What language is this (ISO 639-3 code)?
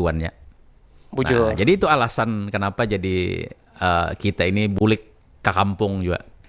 bjn